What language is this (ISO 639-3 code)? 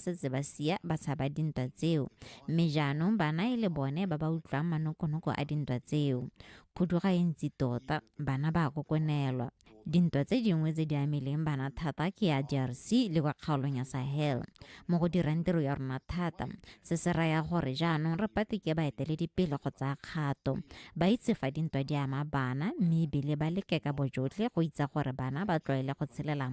tsn